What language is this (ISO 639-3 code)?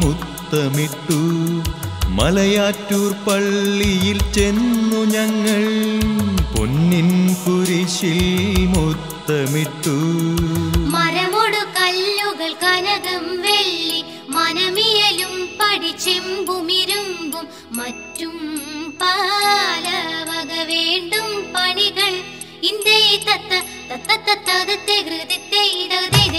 mal